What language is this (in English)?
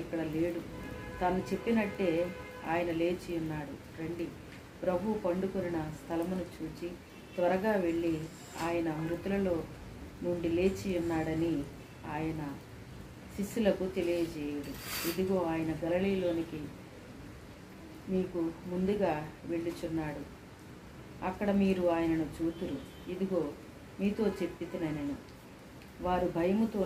Telugu